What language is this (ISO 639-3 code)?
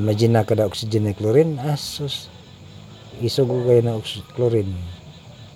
ceb